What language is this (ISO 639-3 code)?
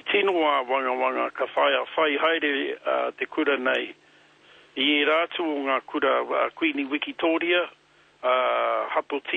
mri